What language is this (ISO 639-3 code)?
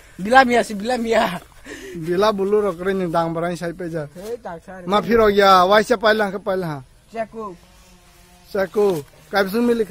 trp